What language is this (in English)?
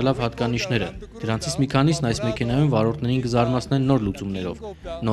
Armenian